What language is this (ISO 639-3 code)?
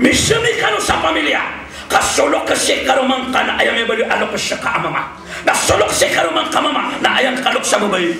mrw